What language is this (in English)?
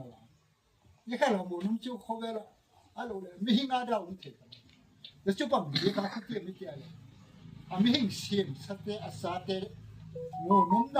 Gangte